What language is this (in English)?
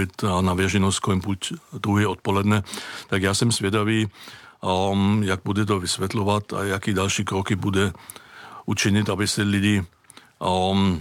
Czech